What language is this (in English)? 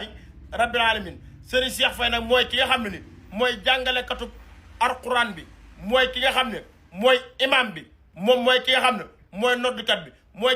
Wolof